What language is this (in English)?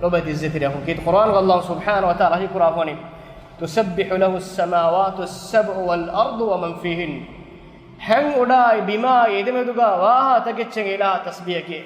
Divehi